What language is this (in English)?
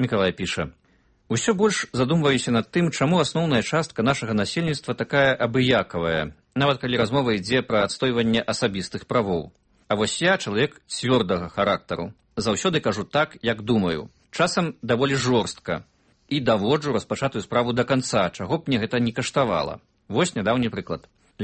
Belarusian